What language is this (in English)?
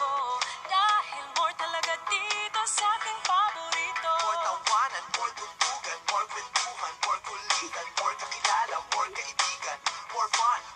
Filipino